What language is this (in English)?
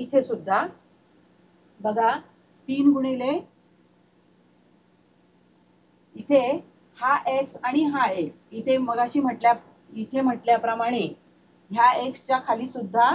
Marathi